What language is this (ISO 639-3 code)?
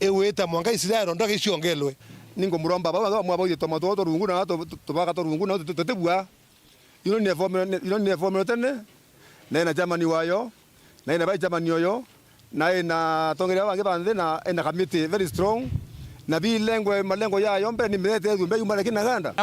mer